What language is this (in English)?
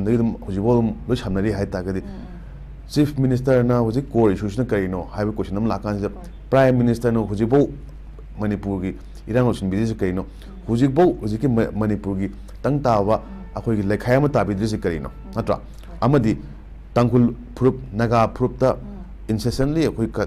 Manipuri